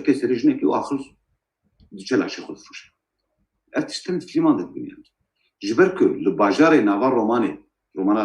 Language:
Kurdish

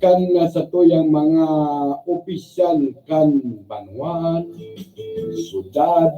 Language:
Bikol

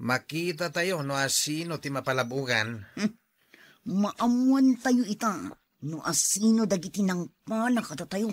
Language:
Iloko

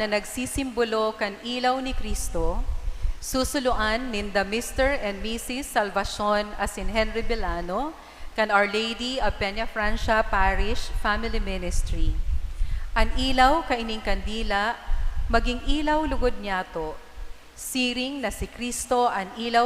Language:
Bikol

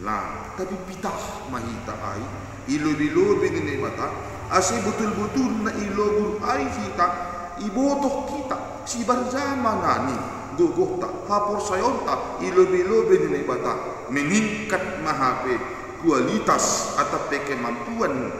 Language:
Batak Simalungun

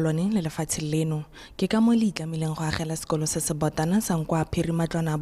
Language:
Tswana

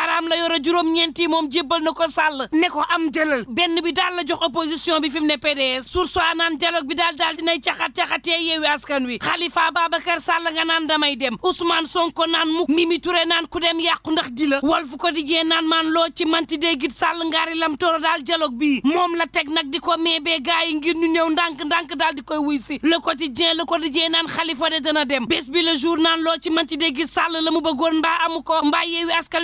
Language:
Wolof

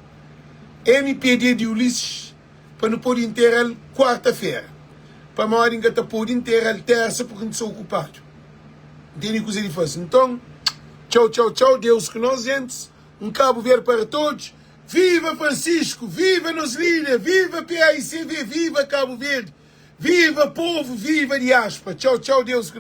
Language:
Kabuverdianu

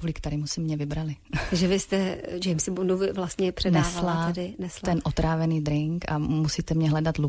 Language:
Czech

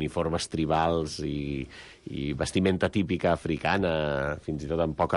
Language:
Catalan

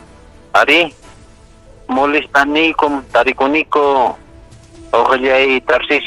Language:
Ayacucho Quechua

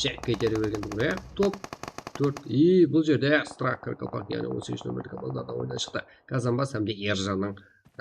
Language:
Kara-Kalpak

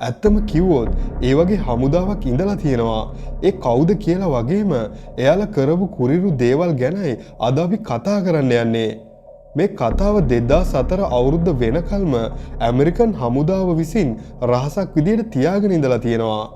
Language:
Sinhala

